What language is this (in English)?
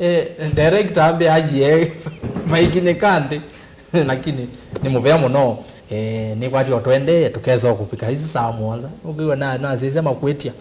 Kamba